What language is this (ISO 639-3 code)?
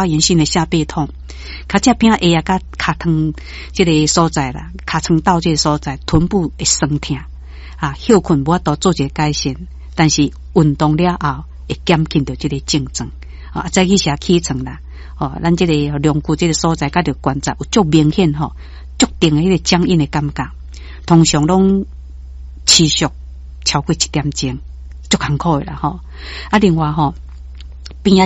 nan